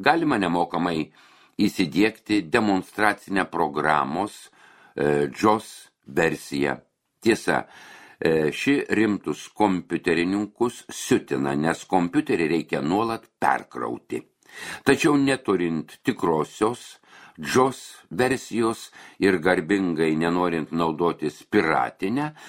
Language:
Lithuanian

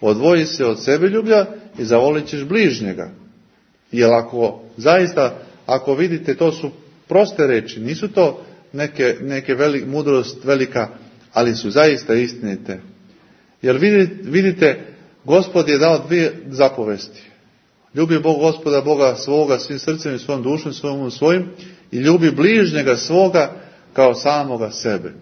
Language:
Serbian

